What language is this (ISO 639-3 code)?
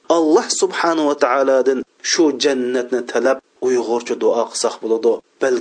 uig